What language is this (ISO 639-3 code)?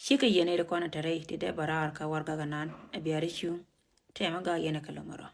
nus